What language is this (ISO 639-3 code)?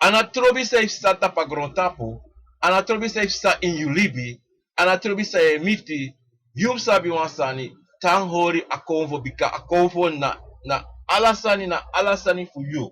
srn